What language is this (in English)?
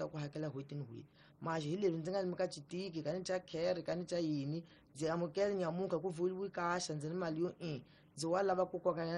Tsonga